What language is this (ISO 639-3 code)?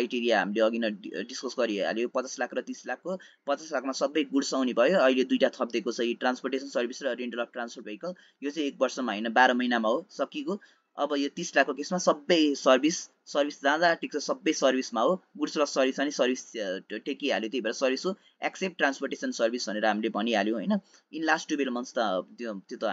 nep